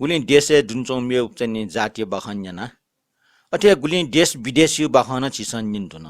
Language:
Newari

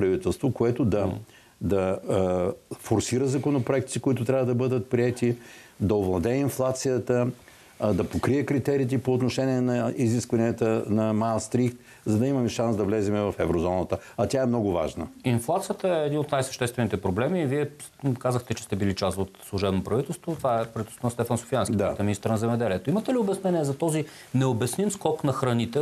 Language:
Bulgarian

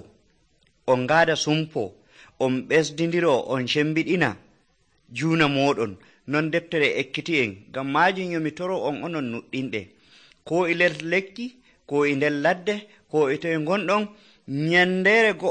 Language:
Nigerian Fulfulde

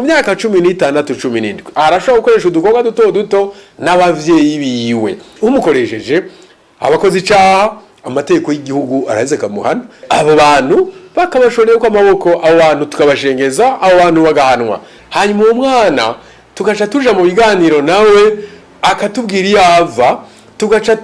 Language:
Rundi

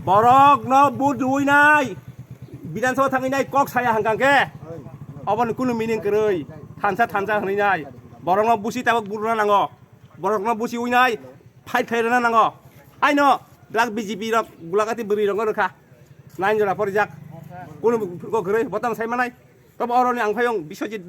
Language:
Kok Borok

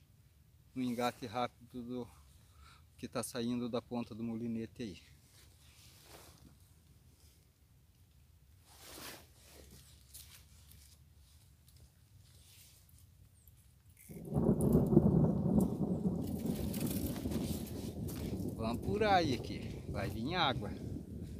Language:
Portuguese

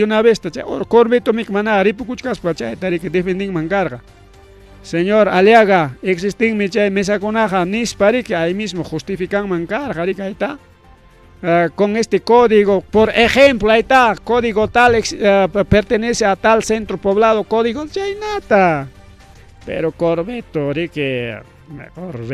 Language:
Ayacucho Quechua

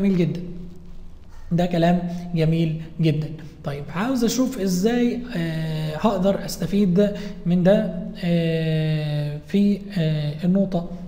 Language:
Egyptian Arabic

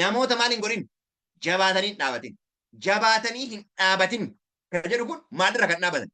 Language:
Oromo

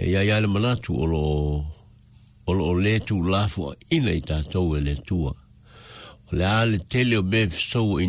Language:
Samoan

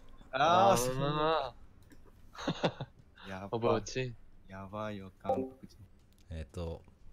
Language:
Japanese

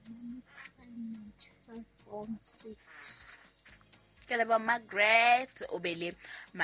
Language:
Southern Sotho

